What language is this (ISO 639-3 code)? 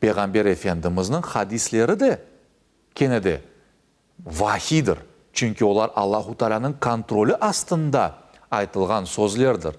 crh